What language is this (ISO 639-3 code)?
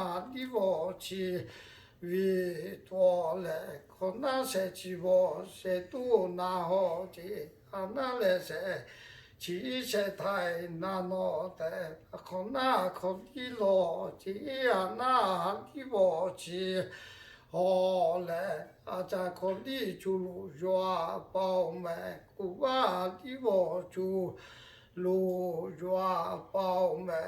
lhu